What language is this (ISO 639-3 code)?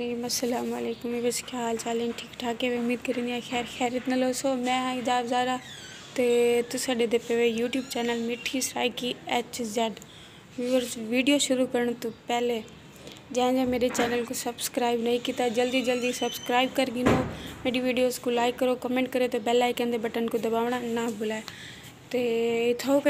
skr